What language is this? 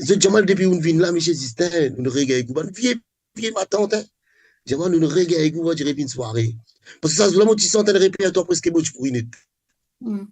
Morisyen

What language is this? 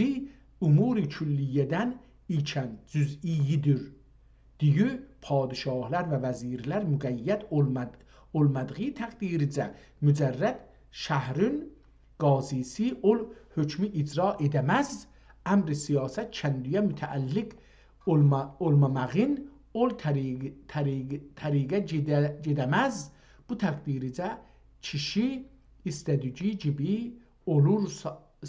South Azerbaijani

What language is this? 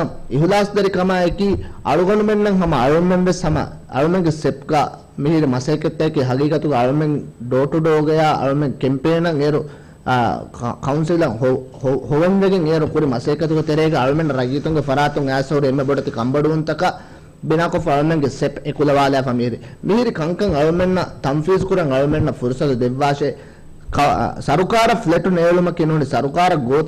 Divehi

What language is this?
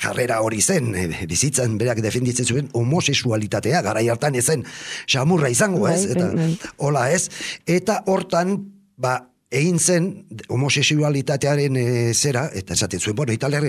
Basque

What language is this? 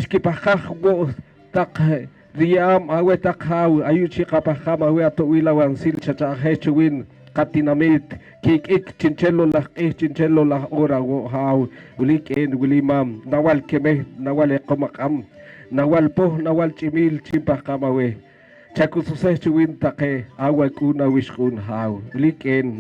Poqomchi'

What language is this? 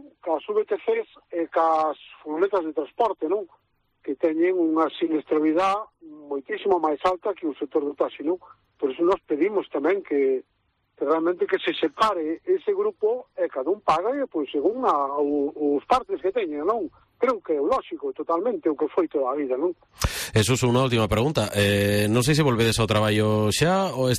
Galician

